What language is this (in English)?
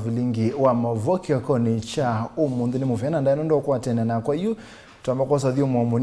Kamba